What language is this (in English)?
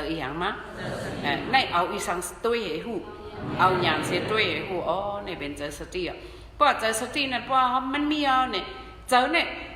Shan